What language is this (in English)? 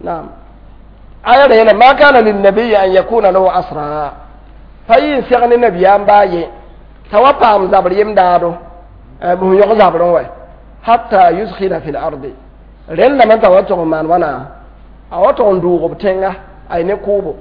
Mossi